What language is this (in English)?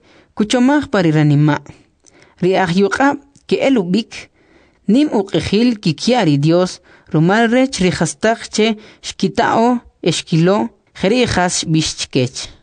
Kʼicheʼ